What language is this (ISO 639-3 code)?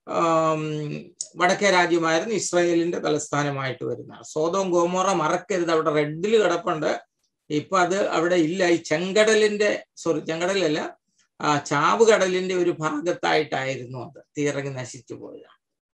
mal